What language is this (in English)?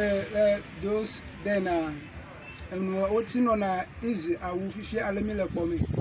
Ewe